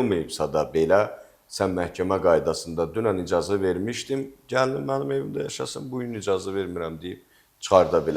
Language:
Azerbaijani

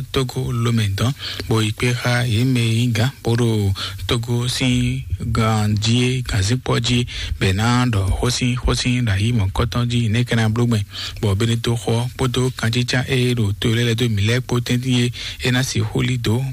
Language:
Fon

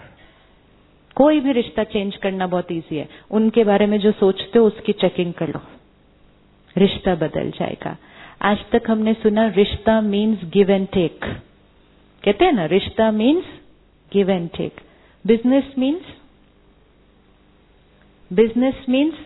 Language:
Hindi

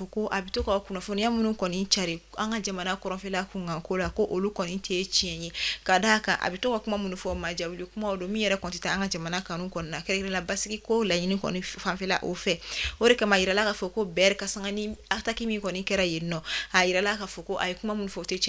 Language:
Bambara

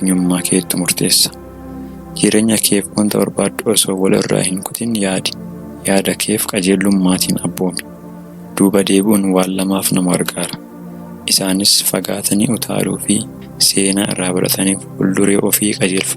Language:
Oromo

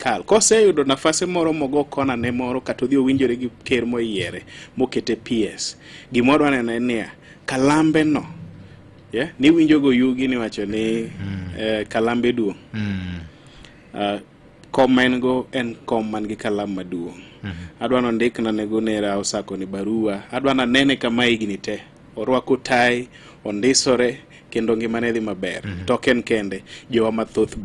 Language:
Luo (Kenya and Tanzania)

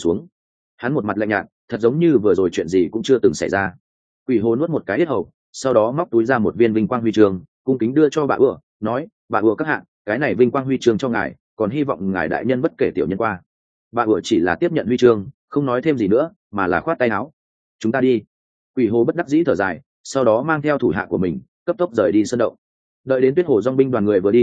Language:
Vietnamese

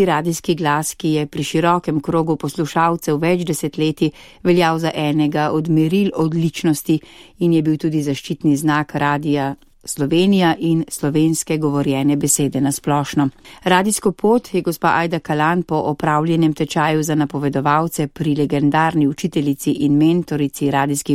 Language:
Slovenian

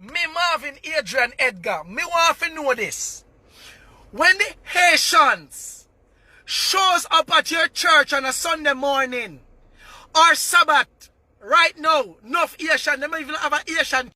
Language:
Jamaican Creole English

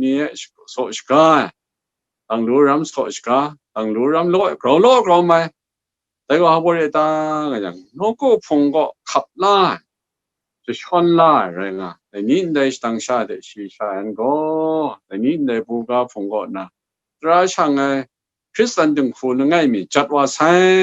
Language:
Kachin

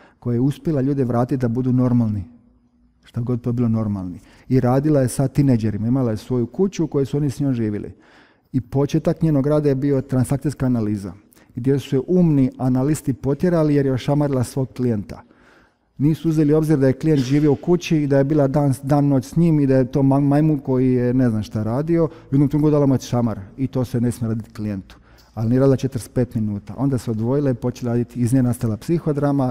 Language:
Croatian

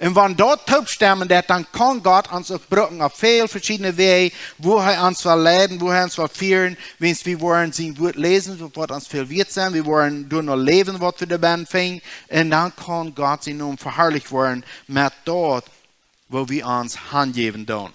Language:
Plautdietsch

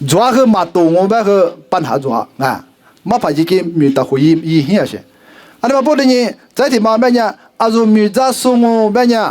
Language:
Lisu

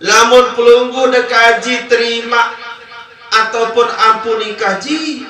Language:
Sasak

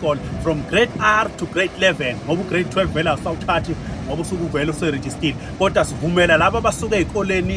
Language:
Zulu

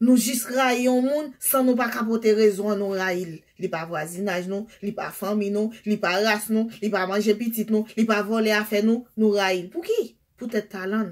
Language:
Haitian Creole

